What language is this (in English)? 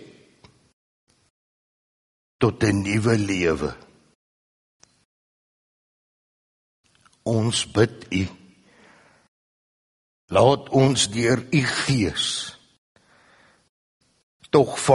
Afrikaans